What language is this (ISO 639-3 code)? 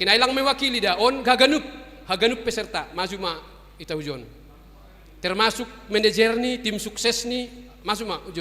bts